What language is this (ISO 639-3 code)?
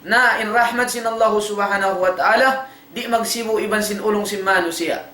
tsg